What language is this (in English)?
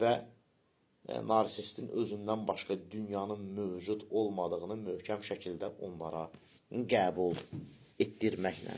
Azerbaijani